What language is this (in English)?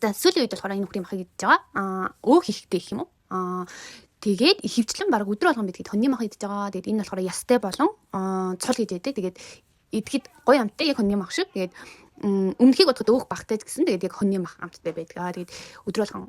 Mongolian